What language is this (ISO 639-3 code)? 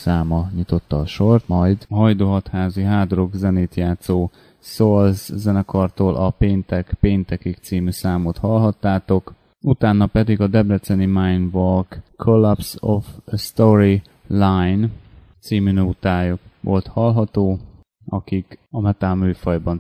hun